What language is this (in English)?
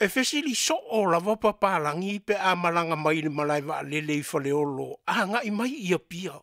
Samoan